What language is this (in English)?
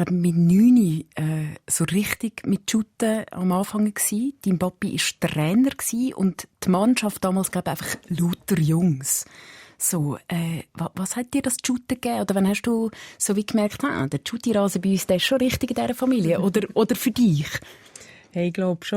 Swiss German